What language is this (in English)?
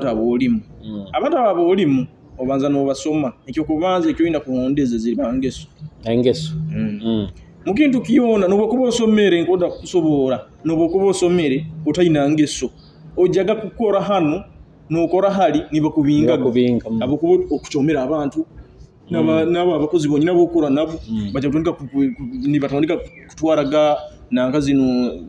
Nyoro